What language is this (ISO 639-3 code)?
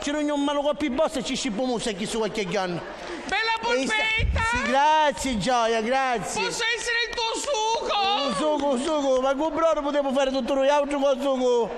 scn